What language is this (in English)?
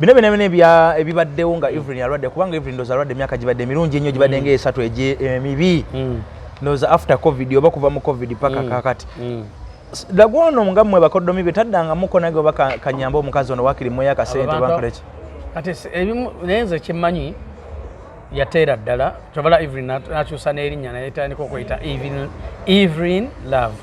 Ganda